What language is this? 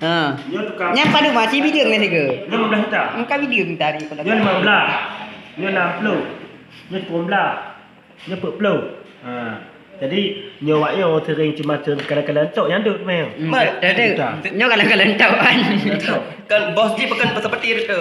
Achinese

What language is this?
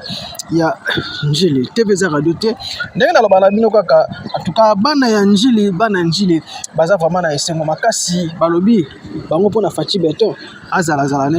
Lingala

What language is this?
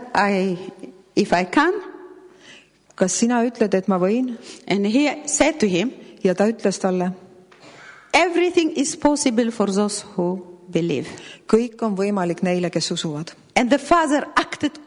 Estonian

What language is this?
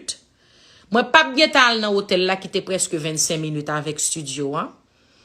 Haitian Creole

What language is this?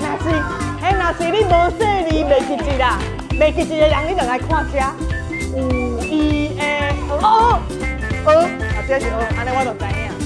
Min Nan Chinese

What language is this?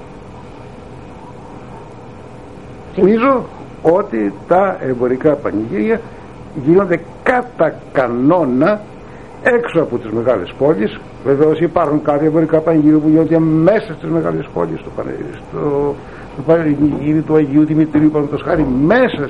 Greek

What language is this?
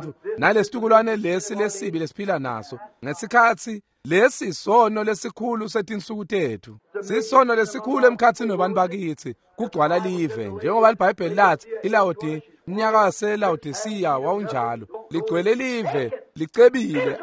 Swati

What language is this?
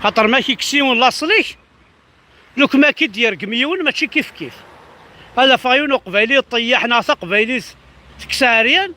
Kabyle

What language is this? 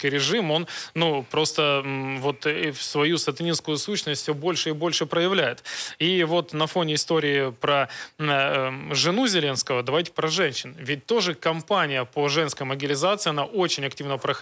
Russian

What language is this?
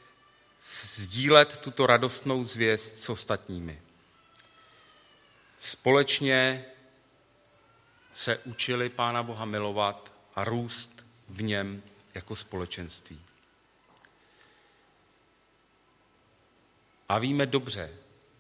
Czech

